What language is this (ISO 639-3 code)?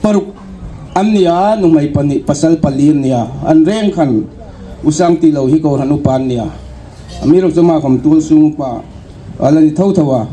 hmr